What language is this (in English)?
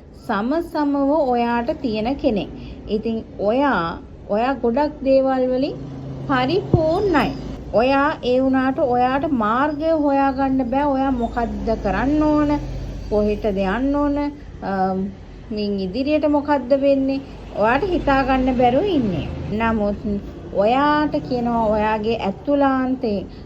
Sinhala